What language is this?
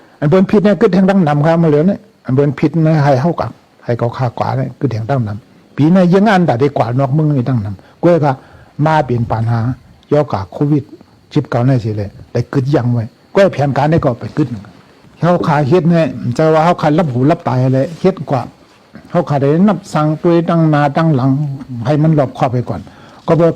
Shan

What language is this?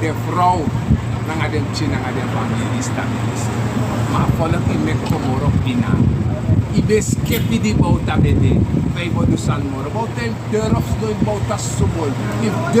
Sranan Tongo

